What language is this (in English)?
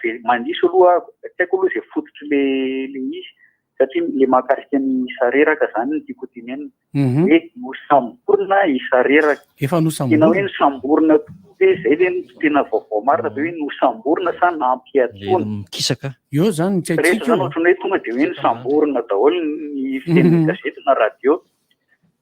Malagasy